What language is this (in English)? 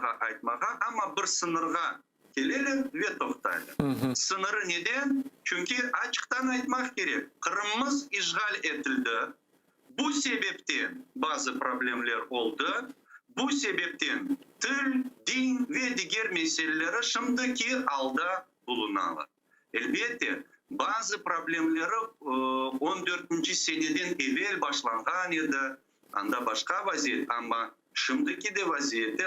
Crimean Tatar